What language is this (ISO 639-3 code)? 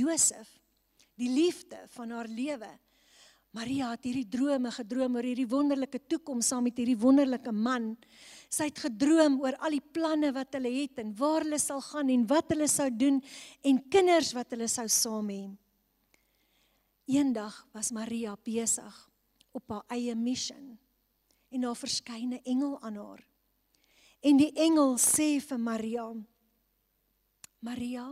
afr